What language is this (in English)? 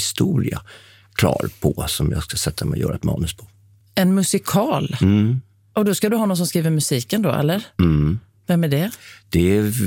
Swedish